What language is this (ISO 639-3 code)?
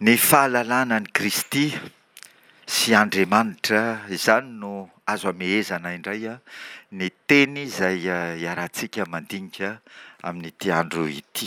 mlg